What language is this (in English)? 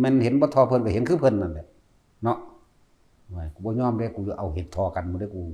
Lao